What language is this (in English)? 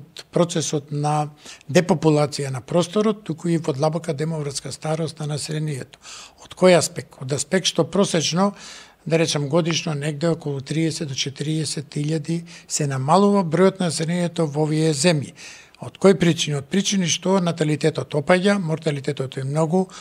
Macedonian